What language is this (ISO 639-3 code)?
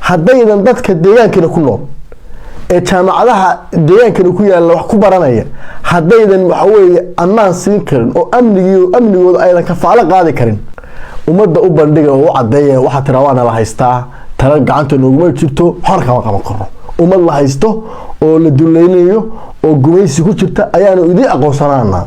som